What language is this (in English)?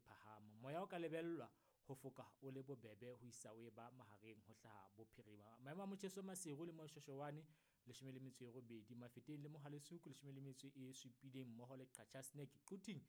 Southern Sotho